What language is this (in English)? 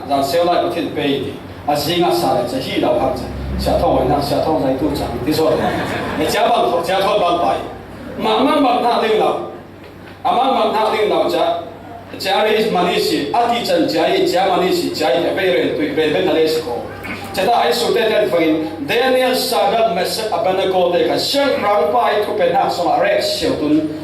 Falam Chin